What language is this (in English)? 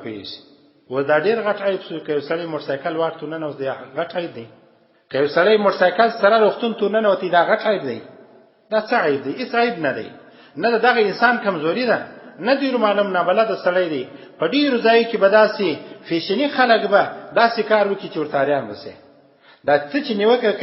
Pashto